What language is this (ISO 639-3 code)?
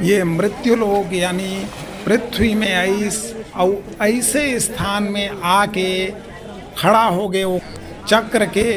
hne